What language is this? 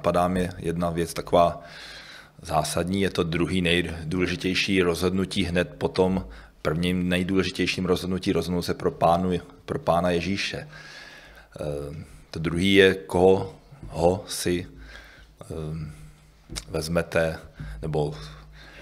Czech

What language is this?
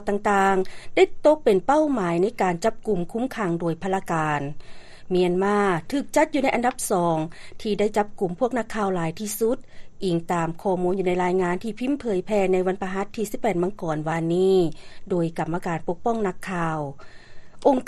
Lao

